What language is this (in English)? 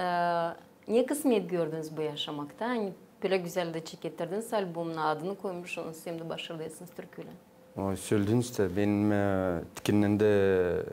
Gagauz